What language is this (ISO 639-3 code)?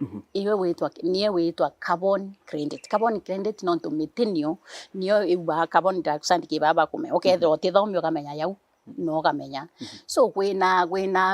mer